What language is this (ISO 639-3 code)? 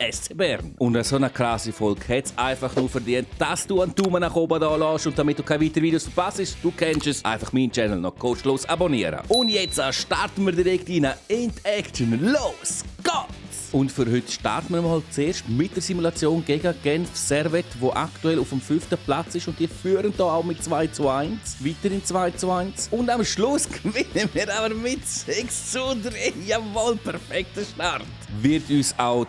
gsw